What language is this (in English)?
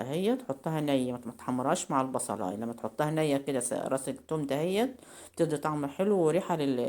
Egyptian Arabic